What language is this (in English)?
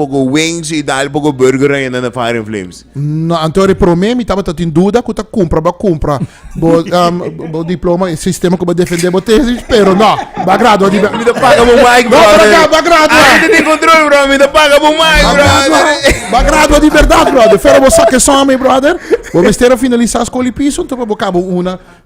Papiamento